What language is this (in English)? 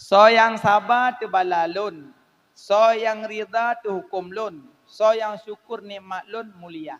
Achinese